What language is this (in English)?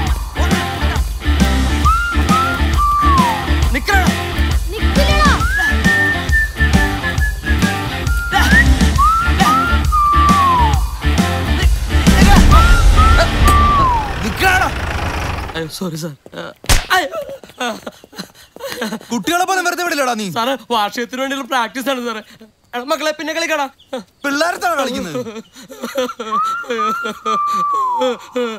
Malayalam